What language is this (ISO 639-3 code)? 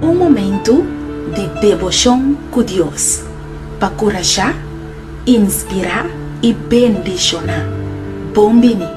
pap